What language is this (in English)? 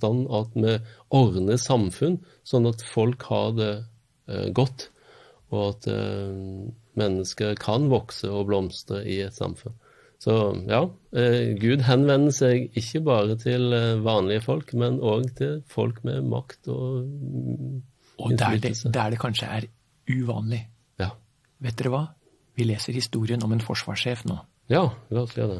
Norwegian